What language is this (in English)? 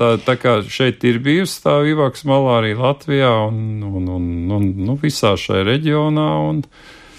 Latvian